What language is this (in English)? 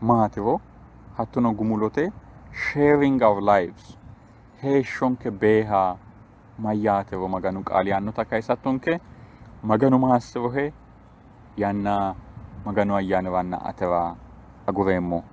Sidamo